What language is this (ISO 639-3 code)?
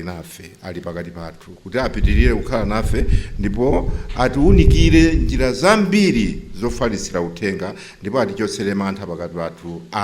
nya